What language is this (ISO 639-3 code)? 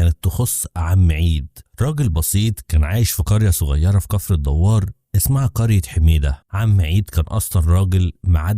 arz